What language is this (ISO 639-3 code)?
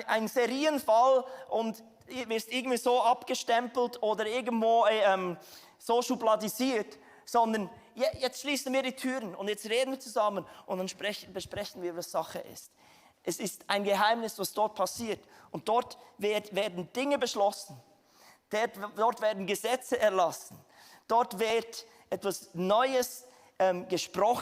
gsw